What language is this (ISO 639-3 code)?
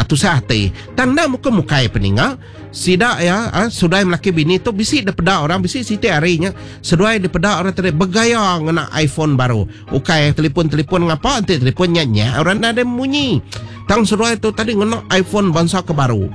iba